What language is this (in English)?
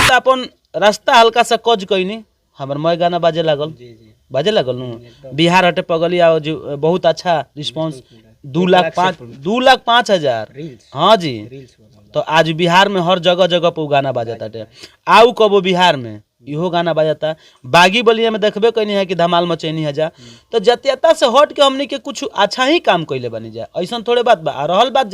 Bhojpuri